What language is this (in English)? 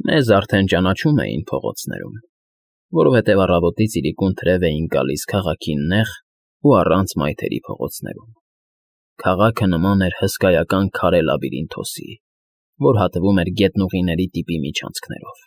Armenian